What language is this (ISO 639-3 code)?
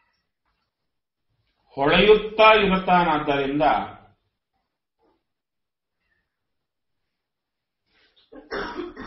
kan